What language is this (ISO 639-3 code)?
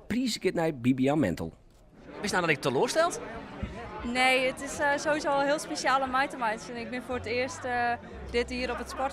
fry